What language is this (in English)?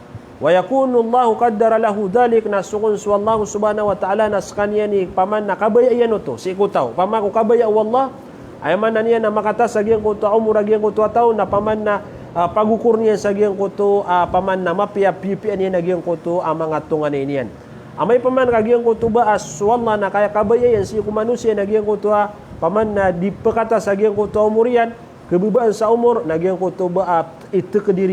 Maranao